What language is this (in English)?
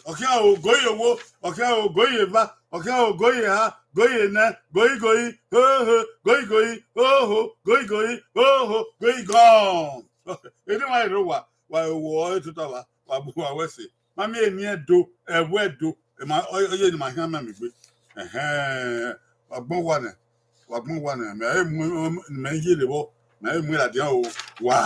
Bini